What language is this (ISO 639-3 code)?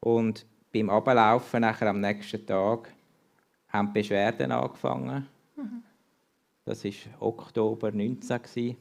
gsw